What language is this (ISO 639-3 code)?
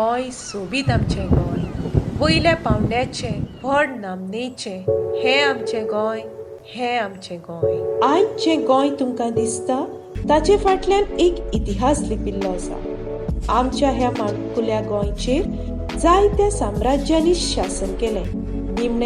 kok